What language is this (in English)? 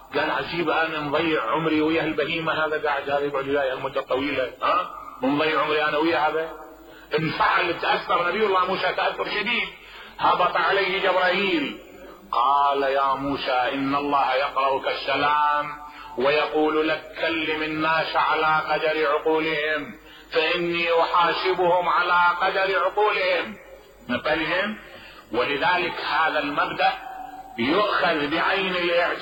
Mesopotamian Arabic